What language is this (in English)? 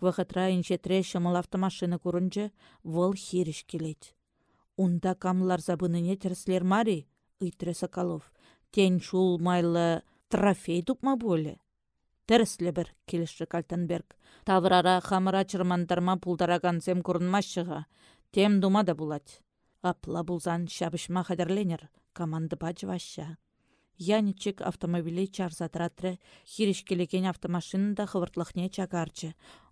Chuvash